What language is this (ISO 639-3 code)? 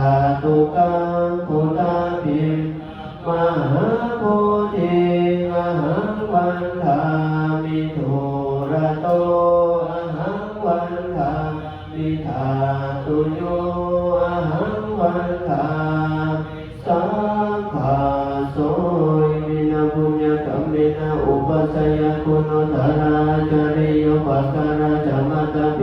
pli